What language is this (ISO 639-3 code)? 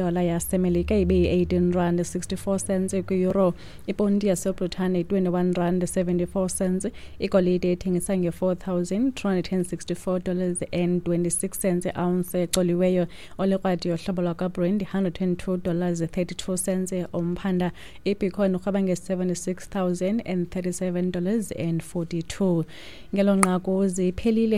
xho